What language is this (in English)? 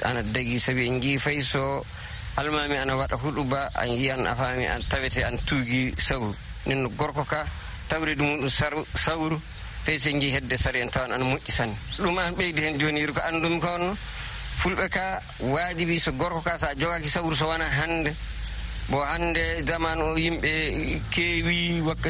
Fula